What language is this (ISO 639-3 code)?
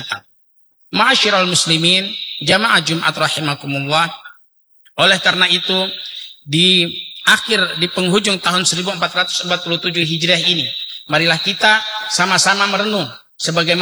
ind